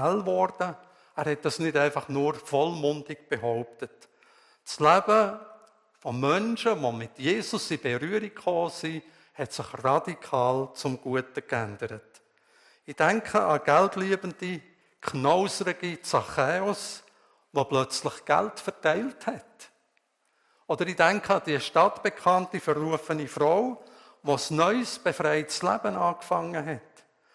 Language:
Swiss German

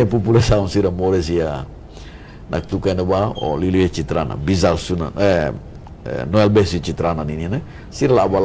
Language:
Tetum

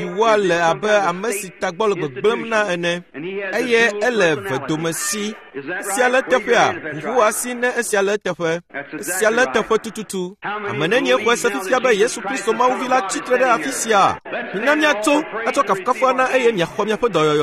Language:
Ewe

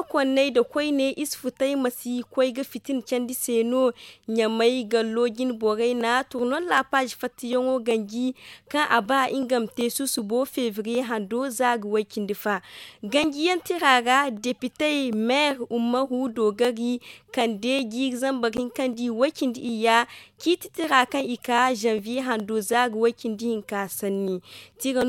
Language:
Zarma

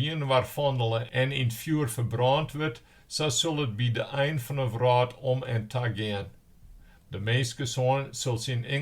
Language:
Western Frisian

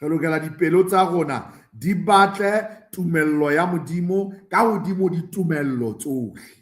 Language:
Southern Sotho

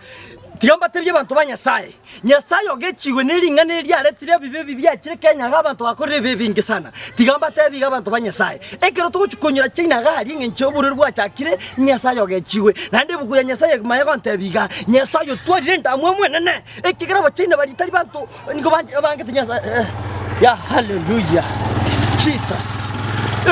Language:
Gusii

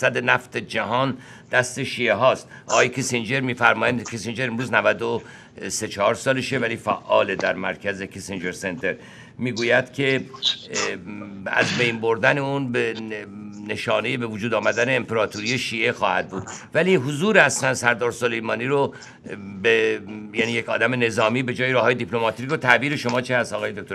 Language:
Persian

